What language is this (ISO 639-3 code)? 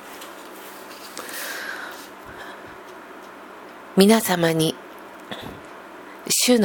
jpn